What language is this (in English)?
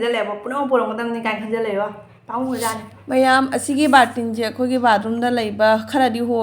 Manipuri